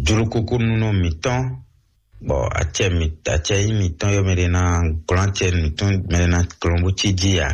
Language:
Fon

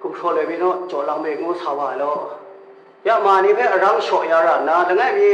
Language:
Kachin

